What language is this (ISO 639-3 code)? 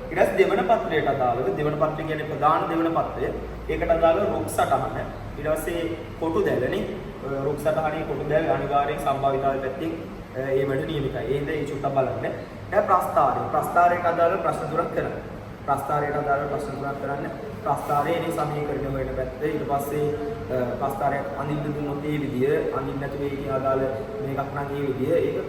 sin